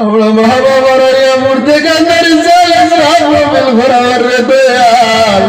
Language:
Sylheti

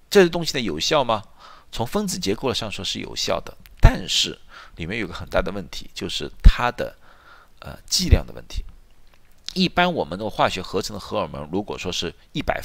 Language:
Chinese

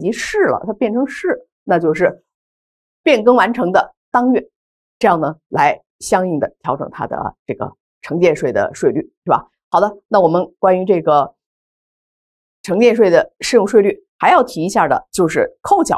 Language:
Chinese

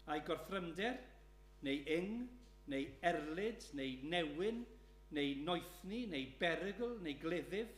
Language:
Welsh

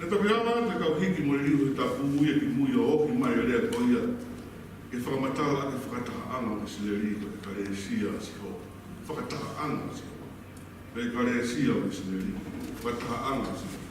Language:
Tongan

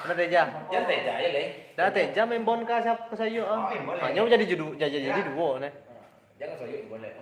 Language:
Minangkabau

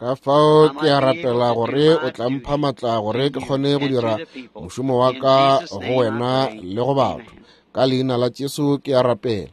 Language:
Northern Sotho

